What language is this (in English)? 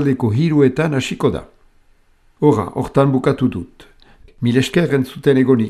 Basque